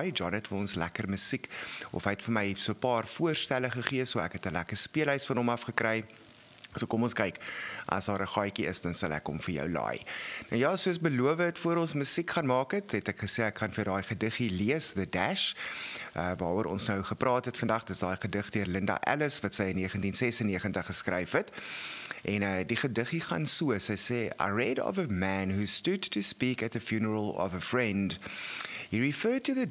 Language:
Afrikaans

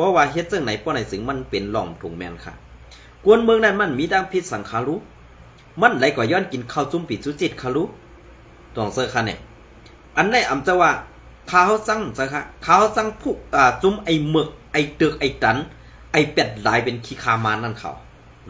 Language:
Shan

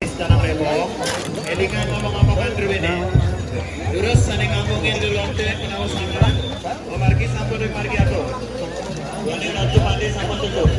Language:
Balinese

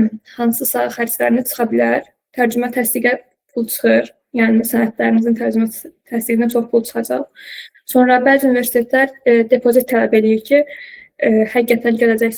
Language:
Azerbaijani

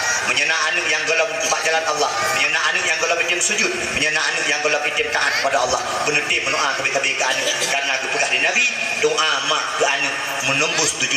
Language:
Achinese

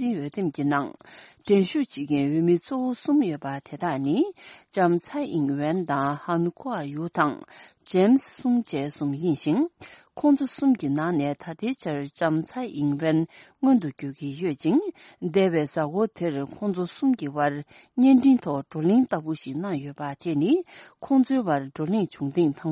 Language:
Tibetan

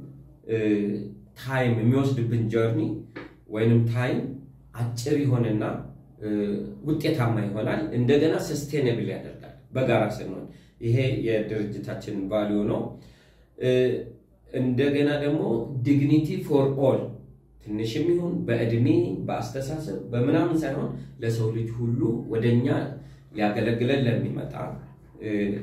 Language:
Amharic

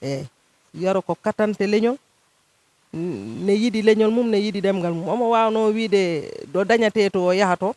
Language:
Fula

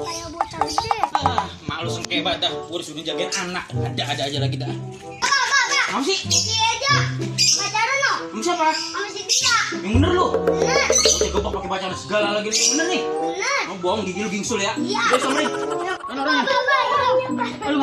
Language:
Betawi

